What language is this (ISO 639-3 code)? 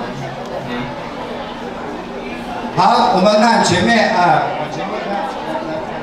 zho